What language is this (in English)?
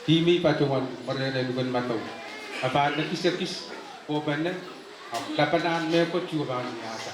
Pohnpeian